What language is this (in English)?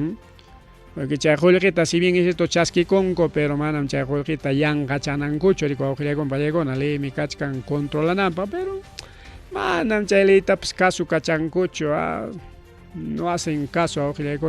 Ayacucho Quechua